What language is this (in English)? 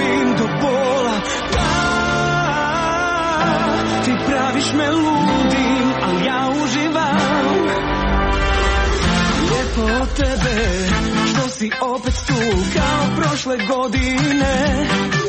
Croatian